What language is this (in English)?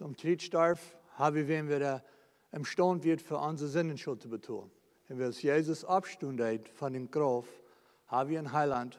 Plautdietsch